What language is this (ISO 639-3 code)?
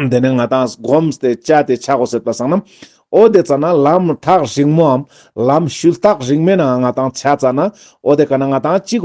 lbj